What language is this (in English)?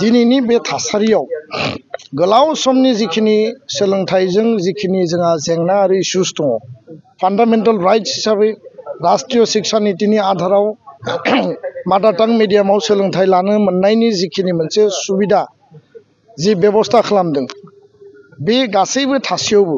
Bodo